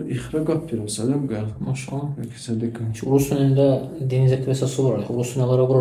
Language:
Dargwa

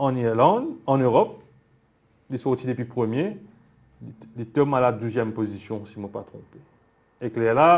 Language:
Morisyen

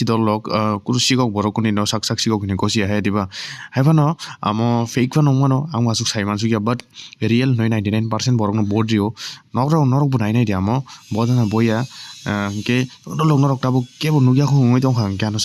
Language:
Kok Borok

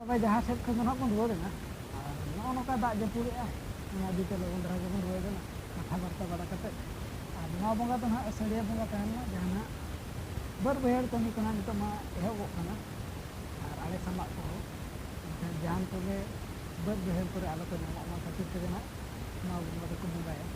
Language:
Santali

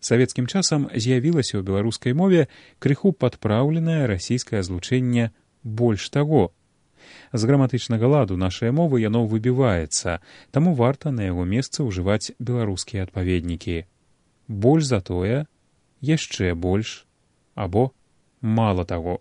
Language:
Belarusian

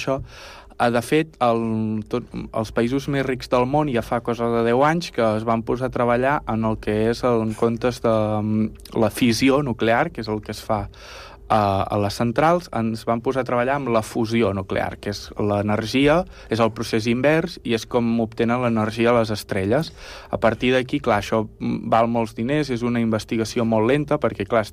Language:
Catalan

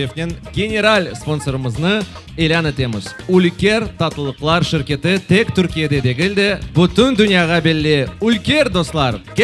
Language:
Crimean Tatar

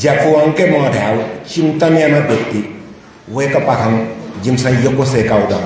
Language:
Newari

